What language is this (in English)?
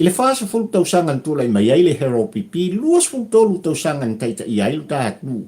Samoan